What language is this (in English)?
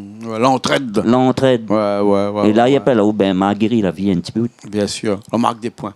Réunion Creole French